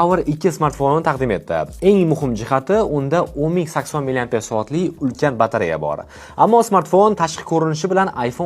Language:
Uzbek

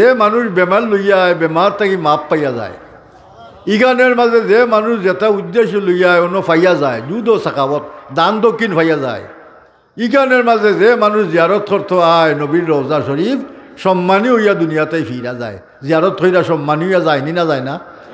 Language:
Sylheti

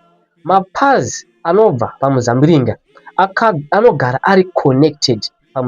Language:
Shona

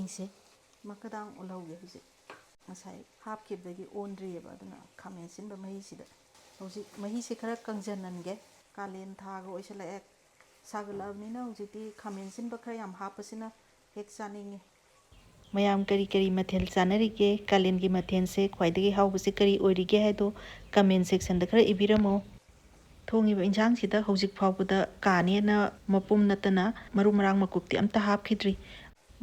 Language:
Manipuri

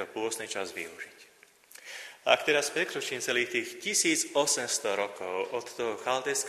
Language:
Slovak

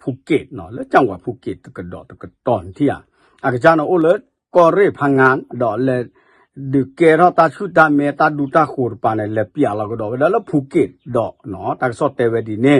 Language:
S'gaw Karen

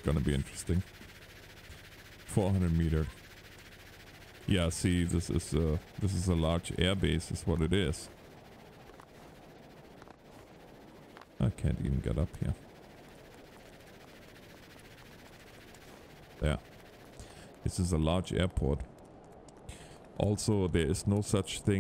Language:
English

